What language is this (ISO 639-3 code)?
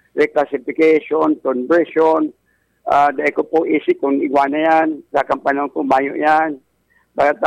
bik